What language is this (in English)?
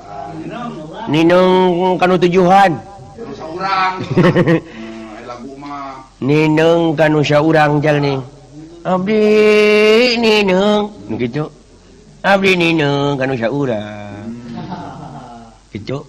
Sundanese